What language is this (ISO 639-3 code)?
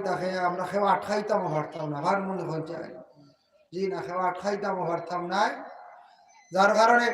syl